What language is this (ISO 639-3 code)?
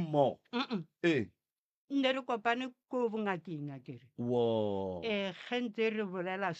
nso